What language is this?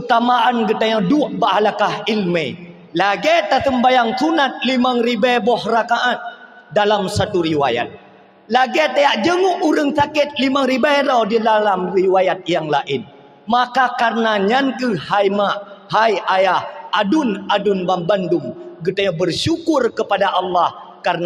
Achinese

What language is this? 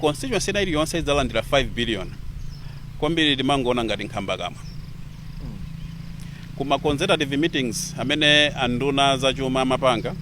Nyanja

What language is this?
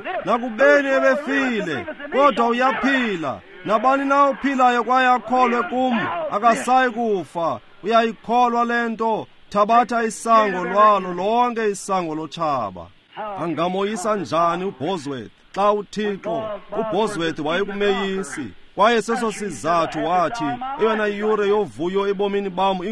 Xhosa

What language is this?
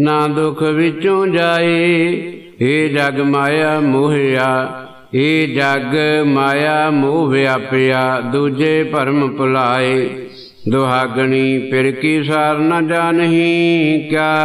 Punjabi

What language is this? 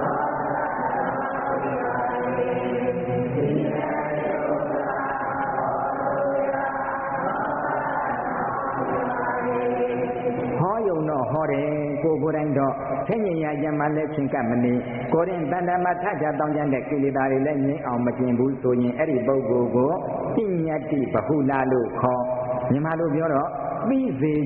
Burmese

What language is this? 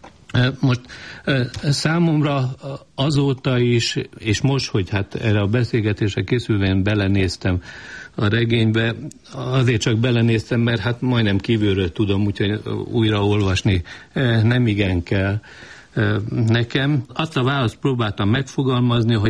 Hungarian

